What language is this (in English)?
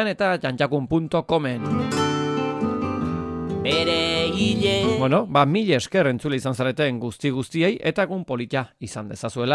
Basque